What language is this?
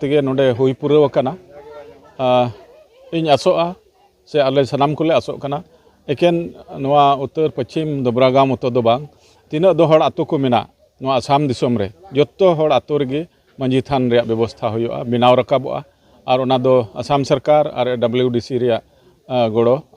Santali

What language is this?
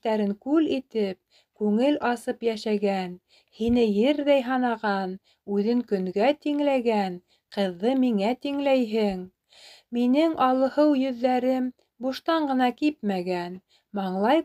Bashkir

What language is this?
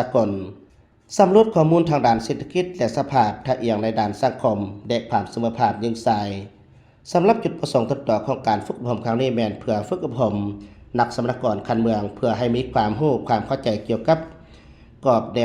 Lao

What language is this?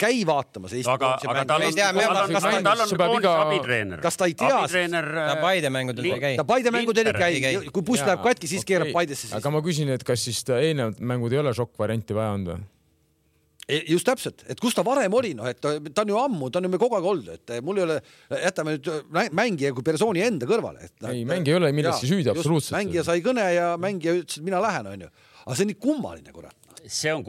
Estonian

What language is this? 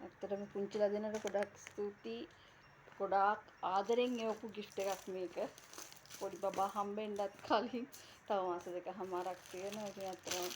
Sinhala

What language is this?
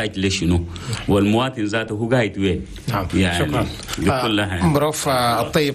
Chadian Arabic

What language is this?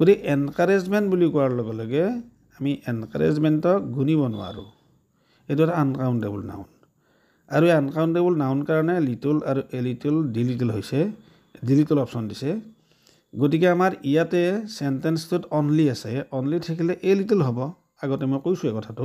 Assamese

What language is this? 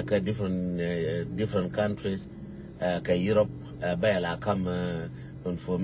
Nuer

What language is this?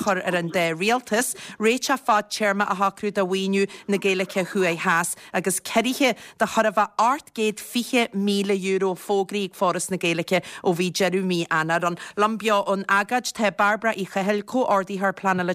Irish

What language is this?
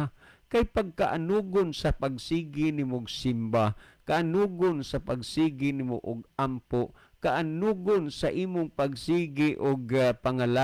Cebuano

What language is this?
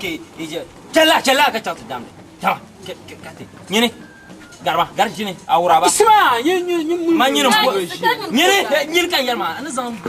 Dagbani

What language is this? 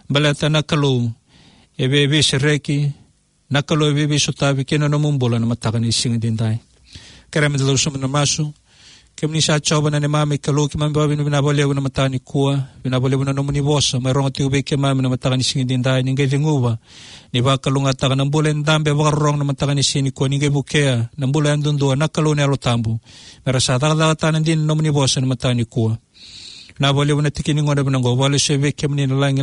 Fijian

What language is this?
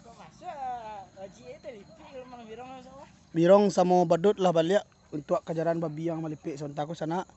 Minangkabau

